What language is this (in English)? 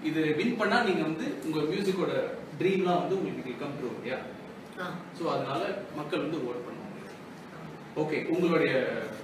Tamil